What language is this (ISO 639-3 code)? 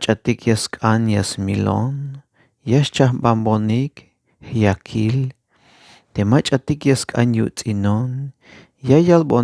tzh